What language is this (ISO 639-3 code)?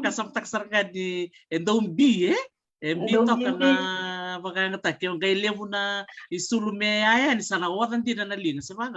fij